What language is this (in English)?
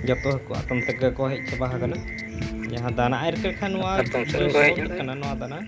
Santali